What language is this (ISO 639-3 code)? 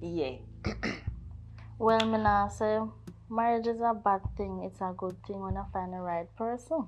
jam